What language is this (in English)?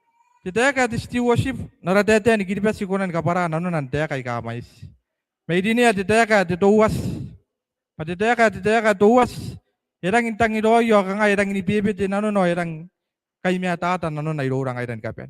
Gilbertese